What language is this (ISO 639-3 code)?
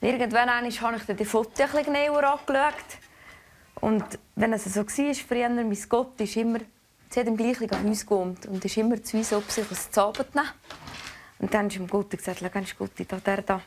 gsw